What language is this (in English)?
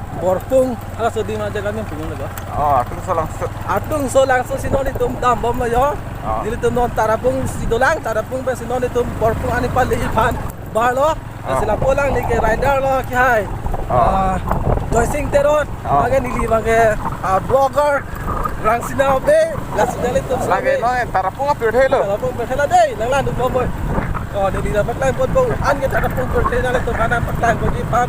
Karbi